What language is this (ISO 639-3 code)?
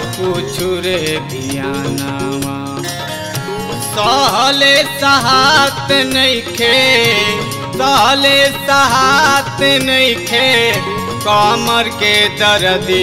bho